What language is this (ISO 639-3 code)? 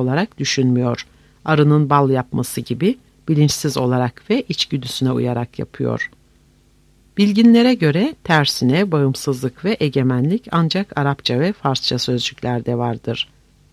tur